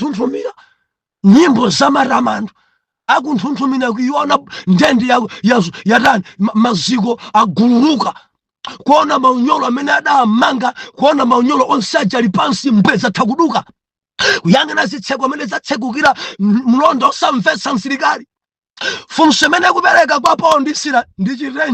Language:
Nyanja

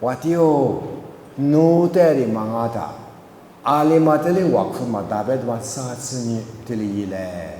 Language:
Lisu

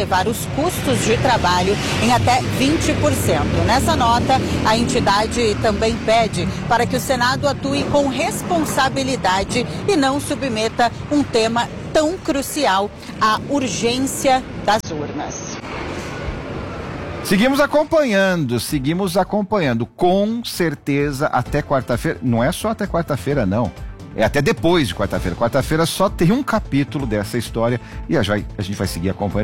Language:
Portuguese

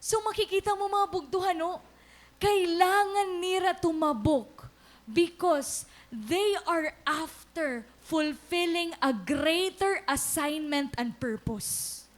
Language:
Waray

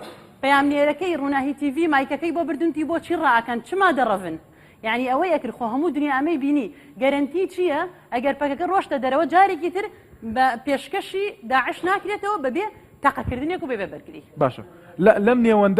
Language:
Central Kurdish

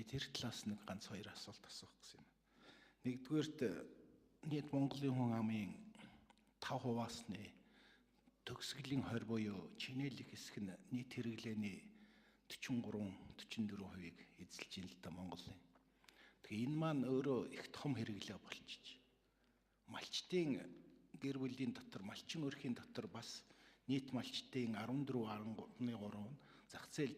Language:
Mongolian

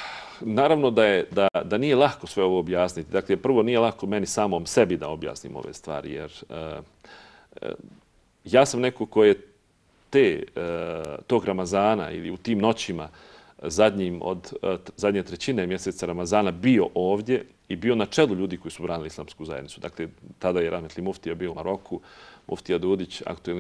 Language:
Bosnian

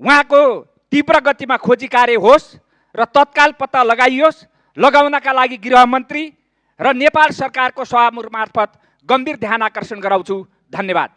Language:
Nepali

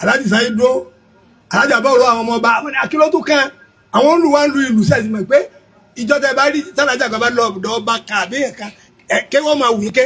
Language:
Yoruba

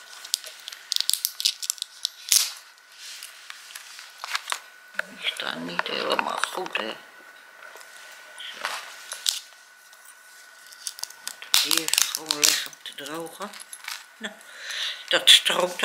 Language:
Dutch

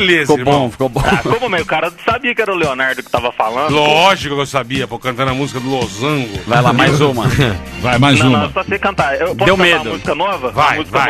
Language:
Portuguese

